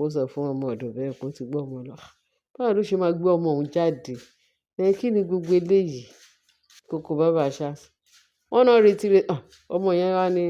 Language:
Yoruba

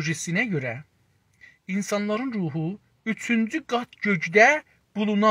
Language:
South Azerbaijani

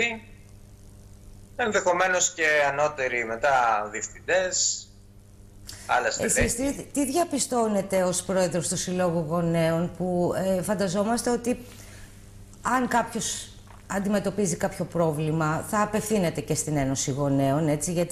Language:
Greek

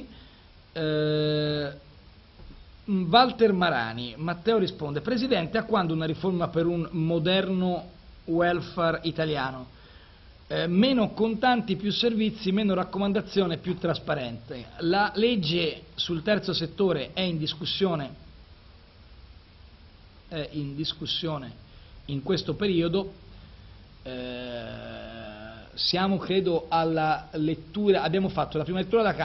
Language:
Italian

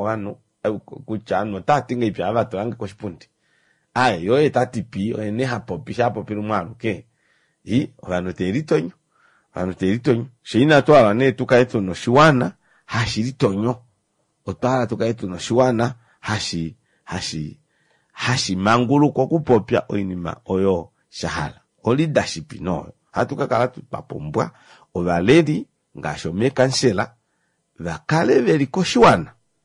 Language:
Kuanyama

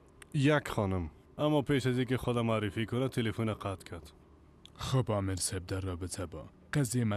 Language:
Persian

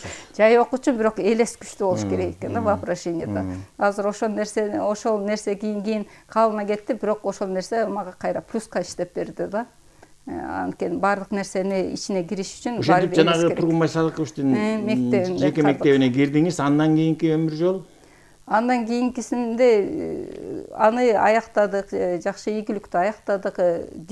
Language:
Kyrgyz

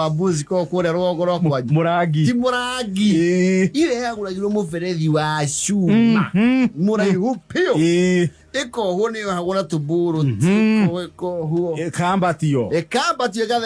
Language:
Kikuyu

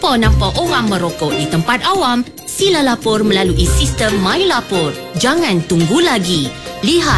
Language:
Malay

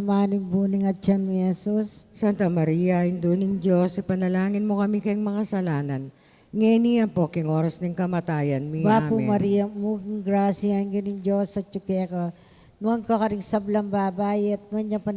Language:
Pampanga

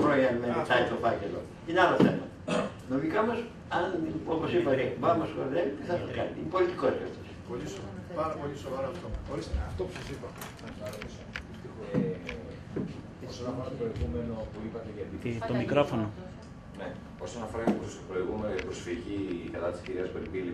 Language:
Greek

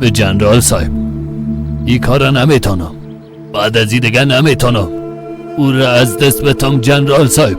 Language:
Persian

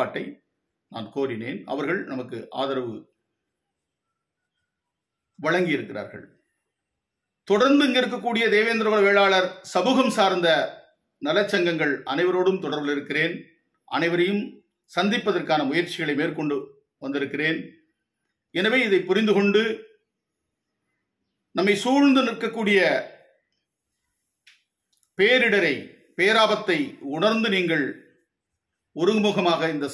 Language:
Tamil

